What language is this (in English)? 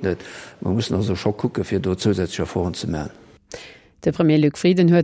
Luxembourgish